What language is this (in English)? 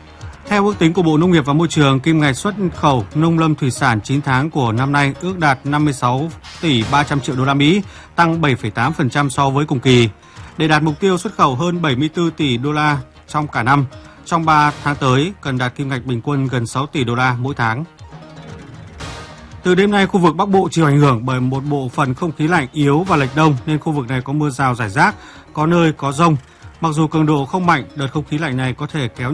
Vietnamese